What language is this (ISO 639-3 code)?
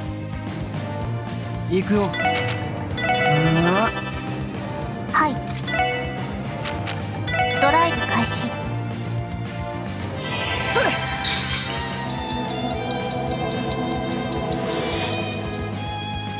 jpn